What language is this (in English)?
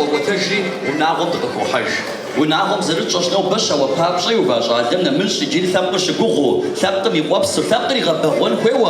Kabardian